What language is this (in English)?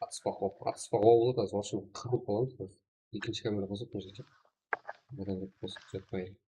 Kara-Kalpak